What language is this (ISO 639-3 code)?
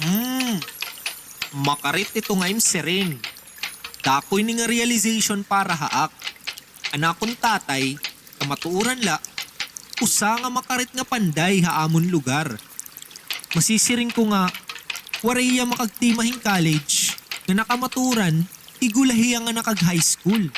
war